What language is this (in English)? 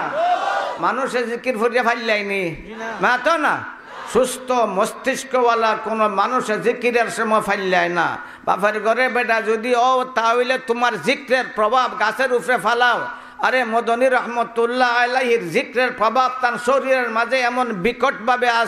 Sylheti